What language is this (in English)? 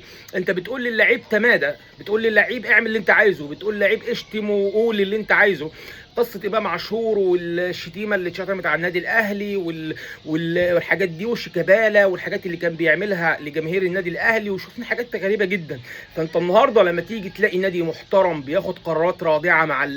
Egyptian Arabic